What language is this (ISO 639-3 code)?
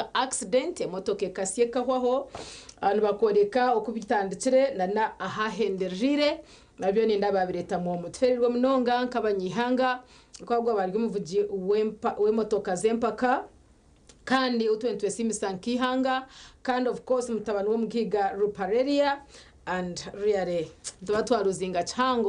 nyn